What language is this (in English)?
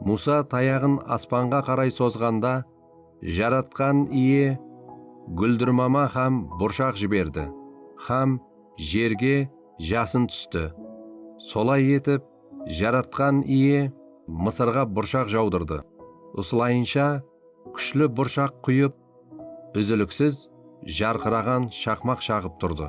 Kara-Kalpak